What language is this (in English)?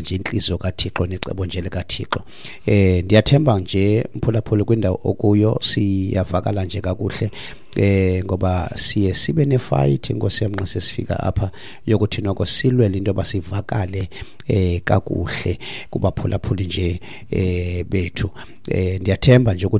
Xhosa